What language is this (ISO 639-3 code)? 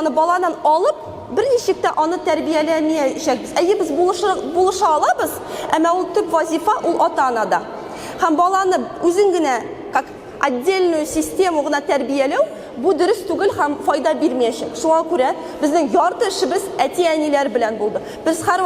tat